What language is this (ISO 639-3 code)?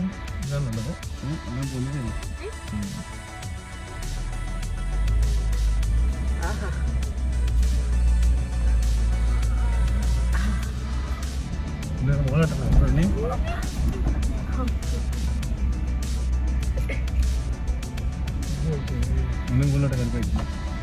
mal